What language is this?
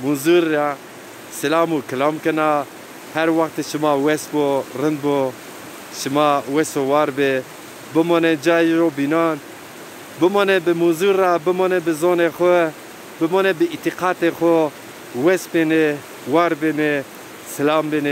Zaza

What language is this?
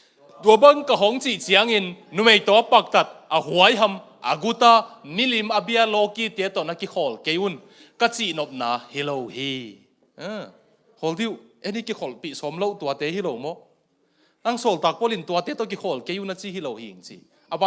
Tedim Chin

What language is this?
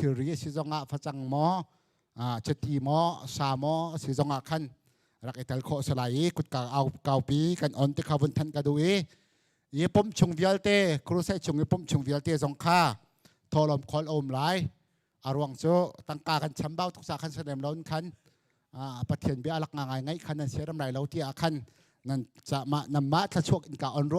Hakha Chin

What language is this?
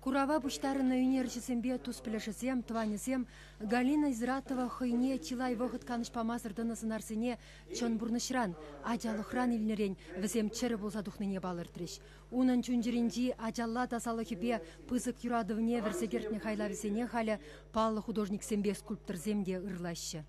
Chuvash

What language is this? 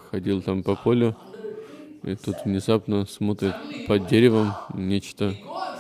Russian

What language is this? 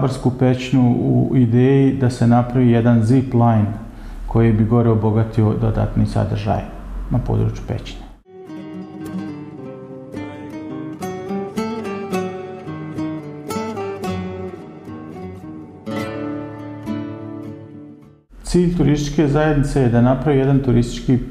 Bosnian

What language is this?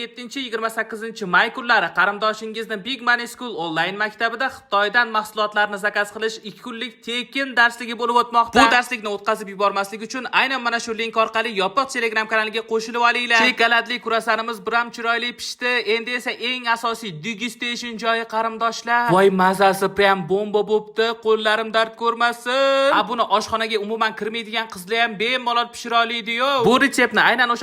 Uzbek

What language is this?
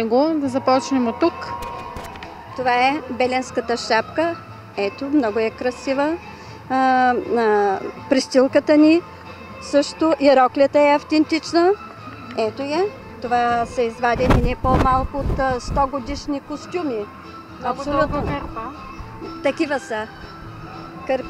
Bulgarian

